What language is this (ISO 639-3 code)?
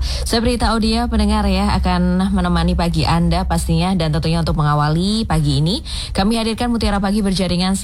ind